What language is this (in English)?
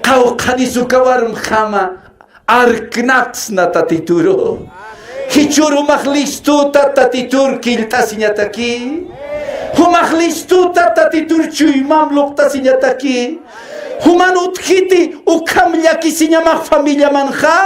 Aymara